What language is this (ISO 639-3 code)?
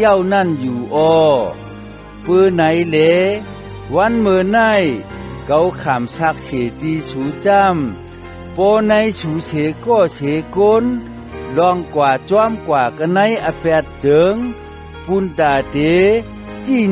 shn